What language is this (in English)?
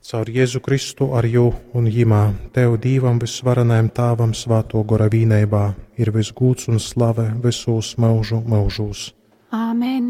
Latgalian